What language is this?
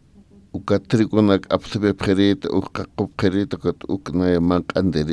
Aymara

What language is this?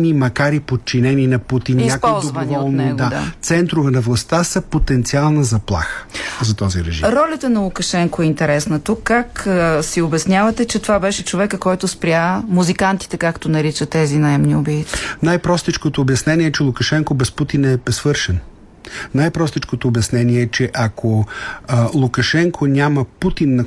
Bulgarian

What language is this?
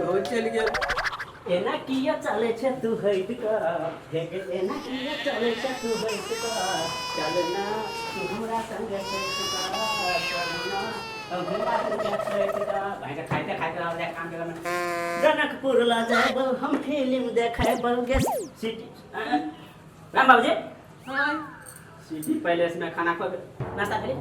Maithili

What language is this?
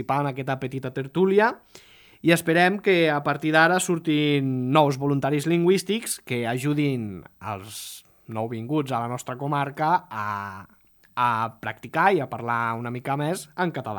Catalan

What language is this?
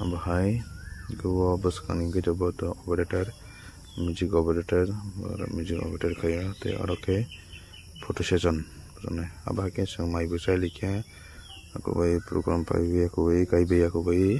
Kok Borok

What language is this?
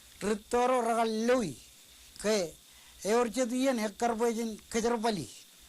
Marshallese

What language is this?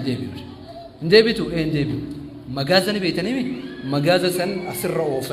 Oromo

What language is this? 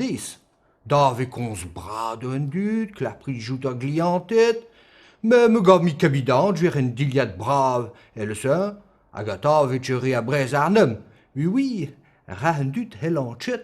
Breton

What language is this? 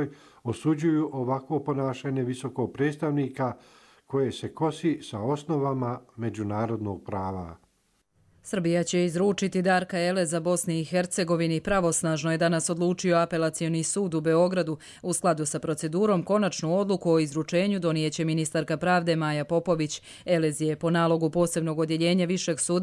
Croatian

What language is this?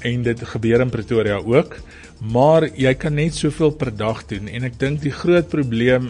Afrikaans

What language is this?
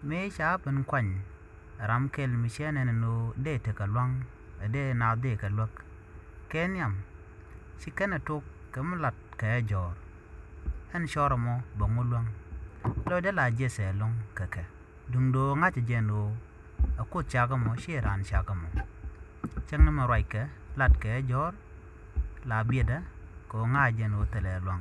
Nuer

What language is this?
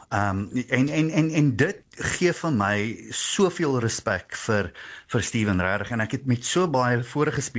Afrikaans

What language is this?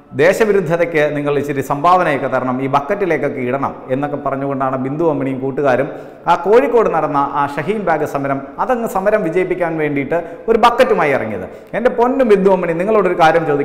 Malayalam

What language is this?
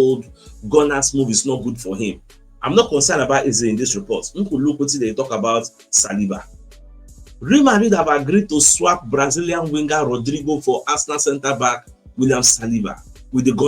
Nigerian Pidgin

